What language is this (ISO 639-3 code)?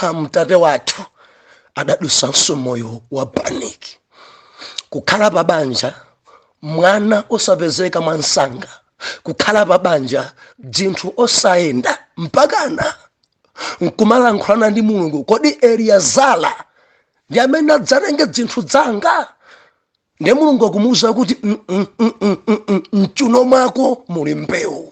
nya